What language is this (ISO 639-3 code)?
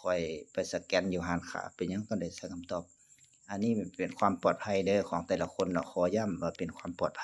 lao